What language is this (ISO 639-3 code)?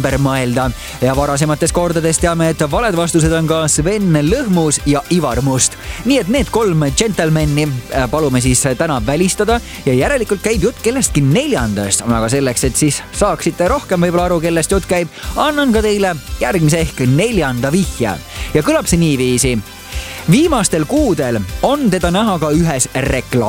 est